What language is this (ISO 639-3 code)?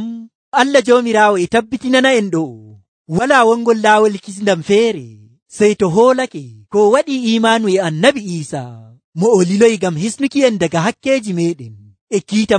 fuv